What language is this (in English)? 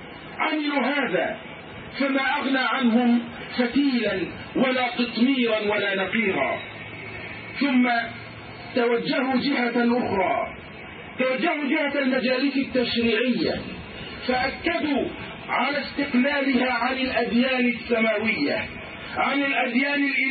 Arabic